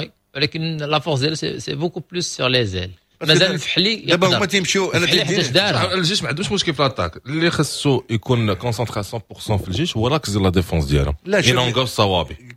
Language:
Moroccan Arabic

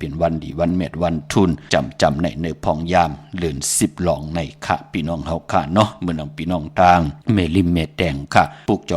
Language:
Shan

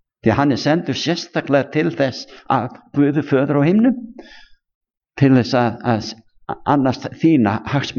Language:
Icelandic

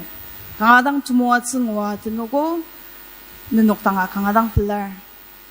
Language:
Ao Naga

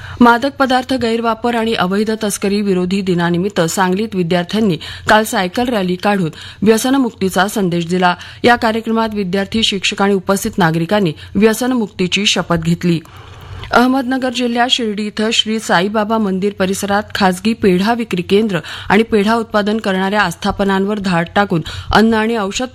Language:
Marathi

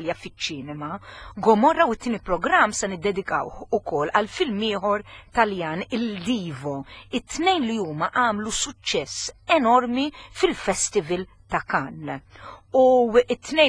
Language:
Maltese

